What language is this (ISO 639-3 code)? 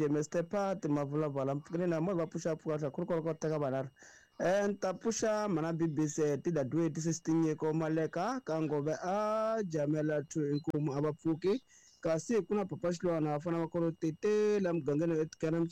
tso